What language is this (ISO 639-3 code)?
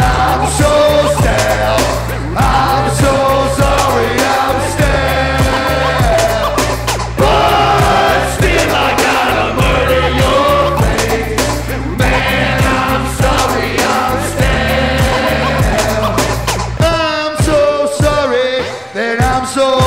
eng